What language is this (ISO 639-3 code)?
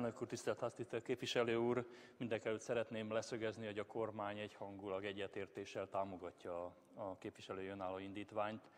hun